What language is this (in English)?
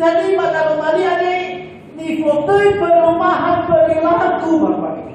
Nias